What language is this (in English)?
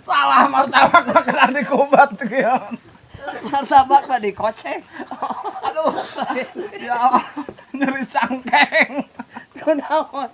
Sundanese